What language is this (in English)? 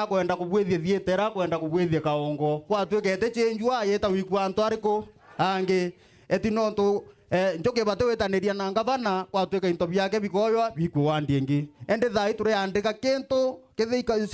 Meru